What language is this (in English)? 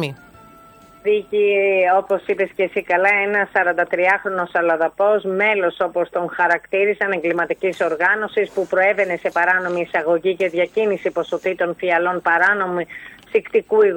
Greek